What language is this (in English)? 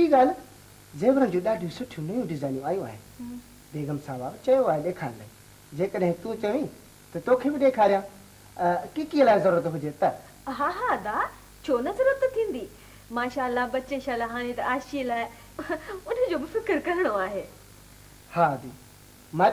Sindhi